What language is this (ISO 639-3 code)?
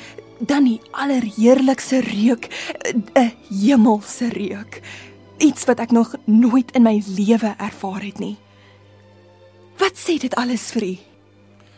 afr